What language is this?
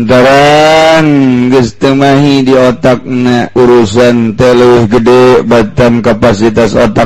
Sundanese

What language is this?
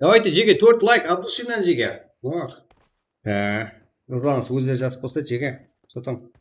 Kara-Kalpak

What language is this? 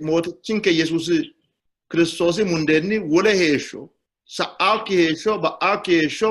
Sidamo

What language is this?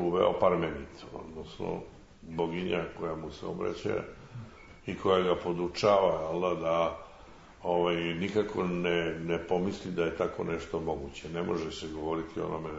Serbian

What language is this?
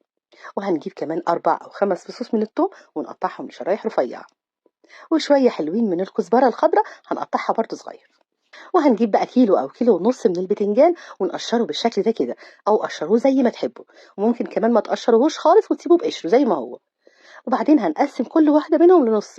Egyptian Arabic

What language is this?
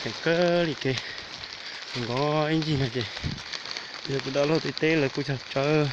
Hmong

